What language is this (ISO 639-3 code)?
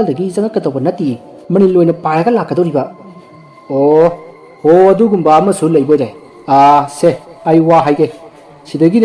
mni